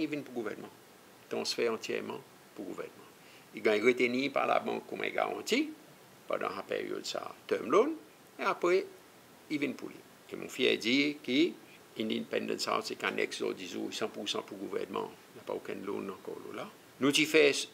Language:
Seselwa Creole French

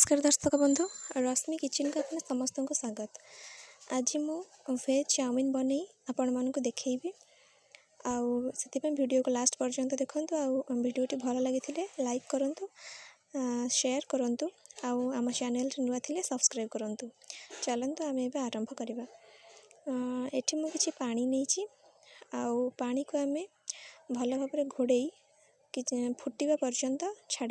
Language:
Odia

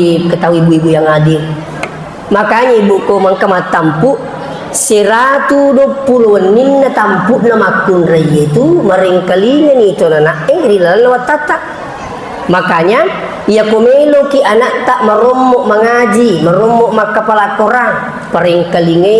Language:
Buginese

